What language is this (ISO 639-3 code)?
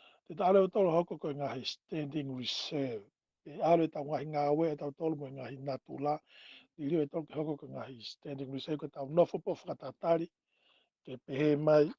ton